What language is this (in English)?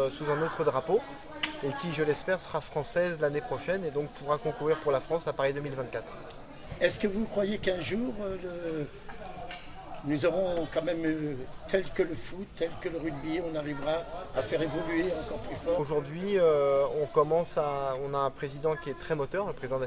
French